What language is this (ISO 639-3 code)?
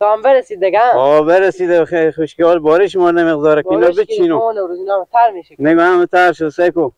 fas